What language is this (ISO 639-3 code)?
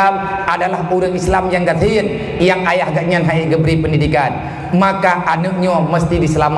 ace